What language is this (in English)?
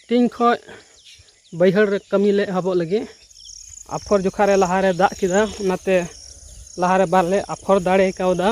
Santali